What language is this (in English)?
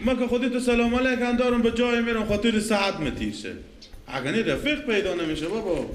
Persian